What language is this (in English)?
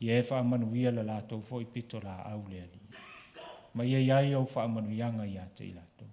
Samoan